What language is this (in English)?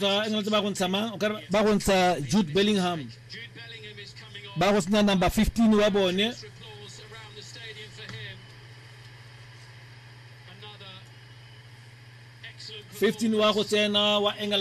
Tswana